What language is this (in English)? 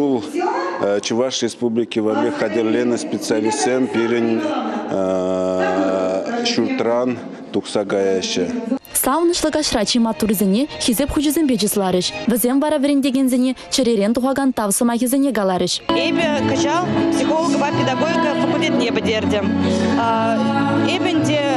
Chuvash